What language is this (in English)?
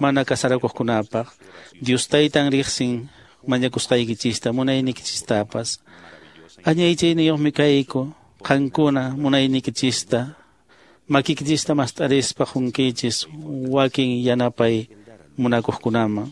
Quechua